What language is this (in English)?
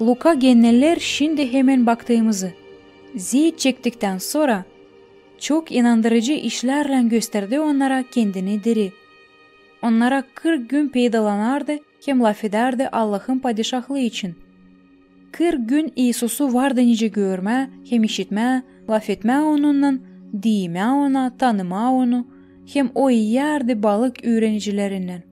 Gagauz